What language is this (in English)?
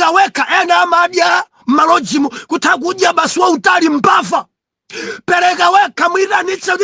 Nyanja